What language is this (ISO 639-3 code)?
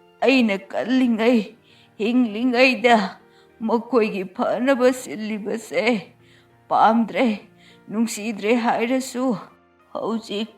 mni